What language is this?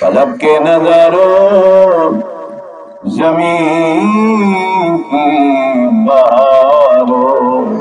Saraiki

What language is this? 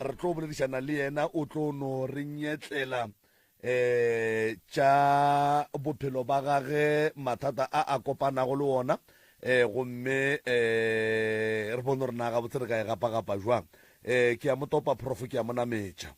Northern Sotho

